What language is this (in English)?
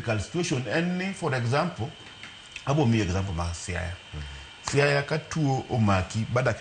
Luo (Kenya and Tanzania)